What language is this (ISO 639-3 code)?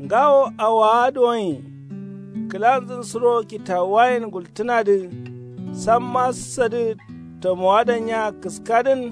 kau